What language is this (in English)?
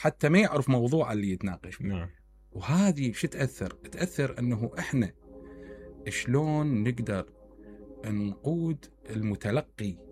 Mesopotamian Arabic